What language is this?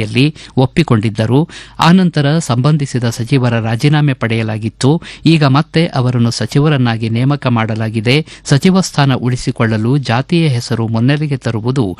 Kannada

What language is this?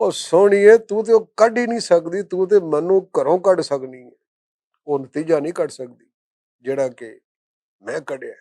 Western Panjabi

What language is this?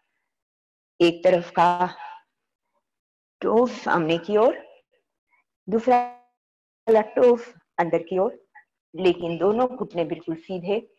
Hindi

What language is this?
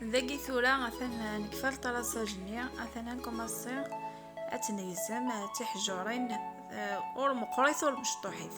Kabyle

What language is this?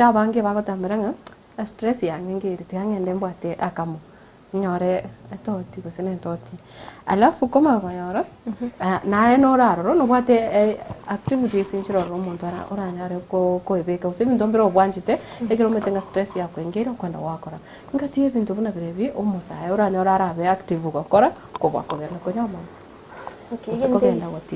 Gusii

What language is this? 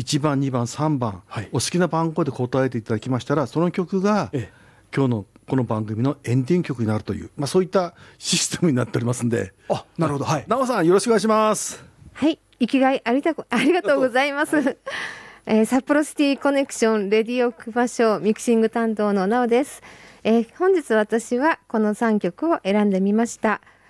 Japanese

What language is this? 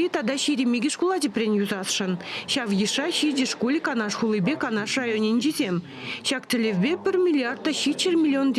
Chuvash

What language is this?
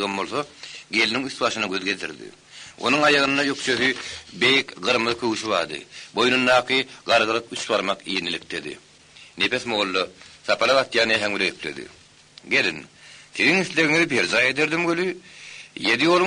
Turkmen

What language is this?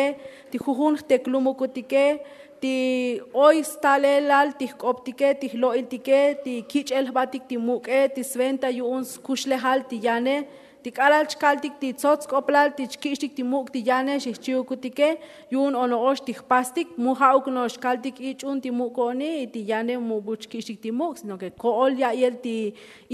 Tzotzil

